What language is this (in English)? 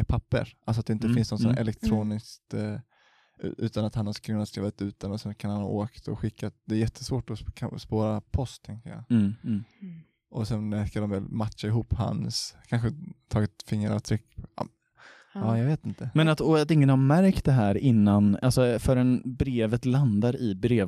Swedish